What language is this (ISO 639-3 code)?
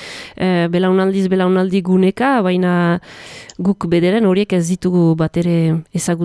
eus